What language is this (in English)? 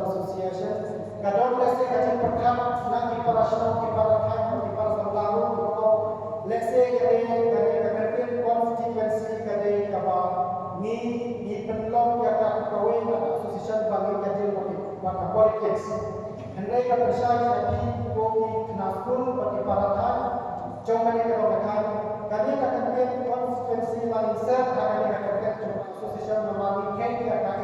Khasi